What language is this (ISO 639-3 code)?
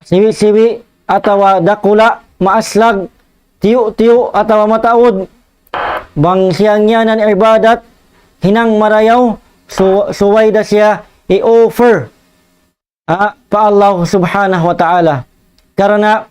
tsg